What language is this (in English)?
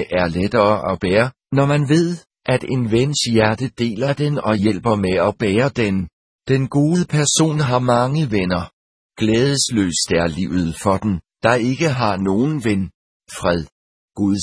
Danish